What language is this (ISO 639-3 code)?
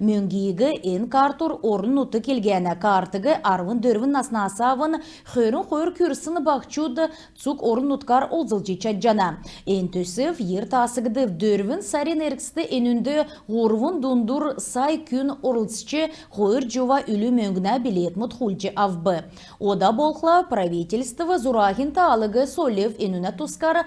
xal